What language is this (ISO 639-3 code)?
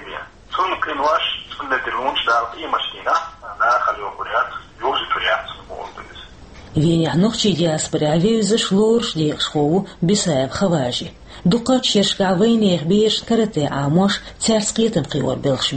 che